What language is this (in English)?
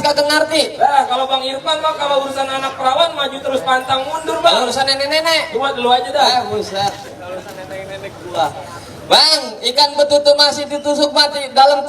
Betawi